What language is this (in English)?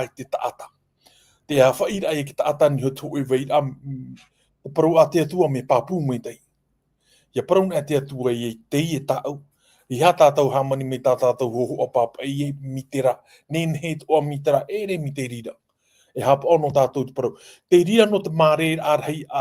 Tahitian